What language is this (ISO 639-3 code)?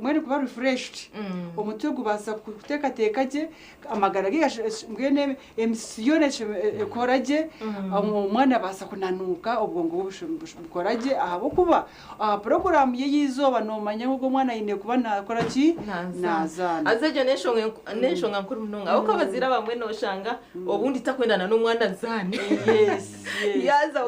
nyn